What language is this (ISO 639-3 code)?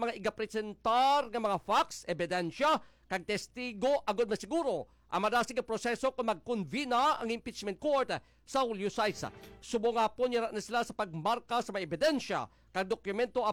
hil